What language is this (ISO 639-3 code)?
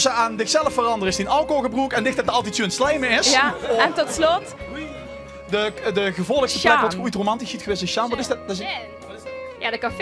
lim